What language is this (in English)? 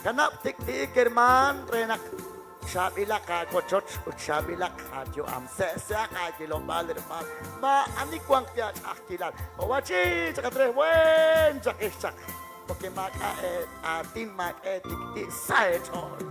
Kekchí